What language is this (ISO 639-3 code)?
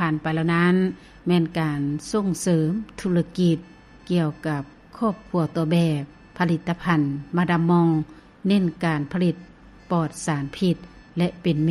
lao